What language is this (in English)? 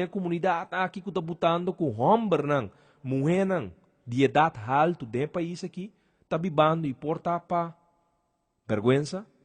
Papiamento